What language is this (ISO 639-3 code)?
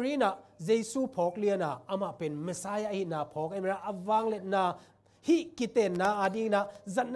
ctd